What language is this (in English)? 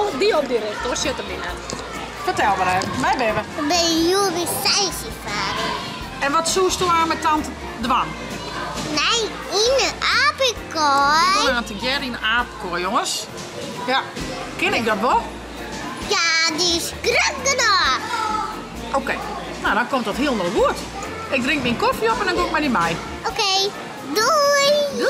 Western Frisian